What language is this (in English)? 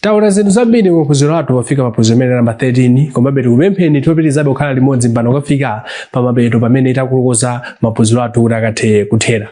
Nyanja